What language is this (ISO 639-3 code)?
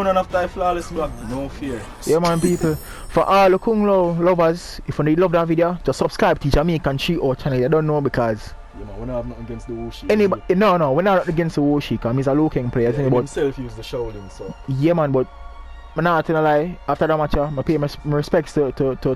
jam